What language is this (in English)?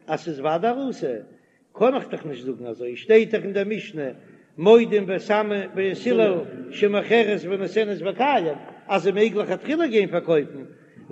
Yiddish